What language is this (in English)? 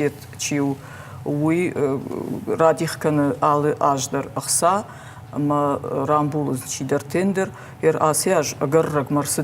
Ossetic